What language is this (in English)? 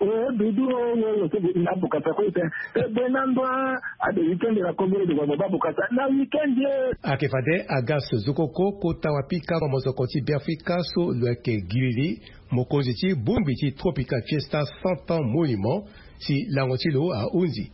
Sango